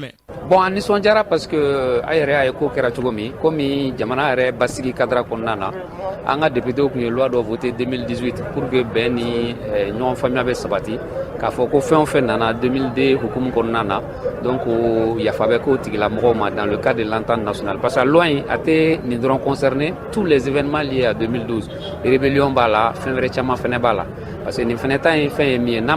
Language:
Bambara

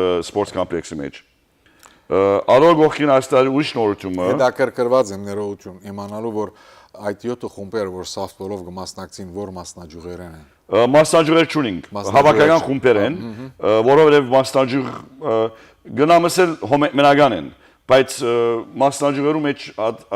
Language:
Western Armenian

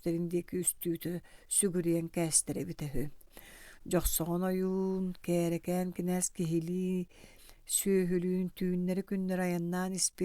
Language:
Yakut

